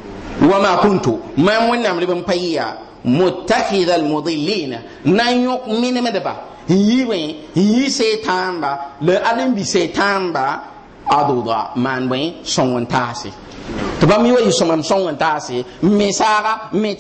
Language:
Mossi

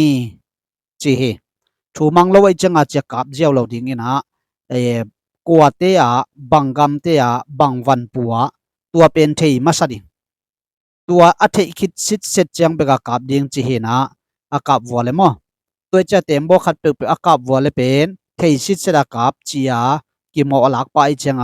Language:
Tedim Chin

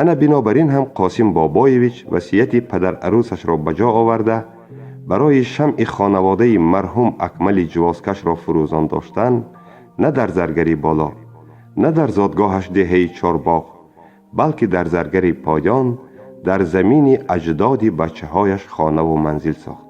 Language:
Tajik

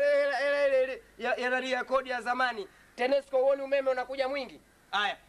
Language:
Swahili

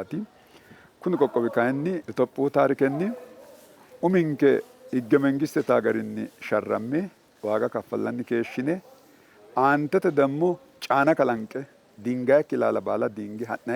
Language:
Sidamo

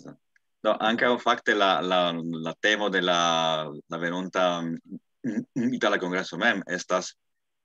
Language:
Esperanto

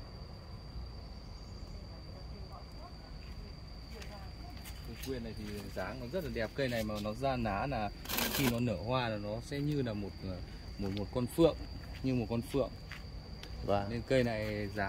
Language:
Vietnamese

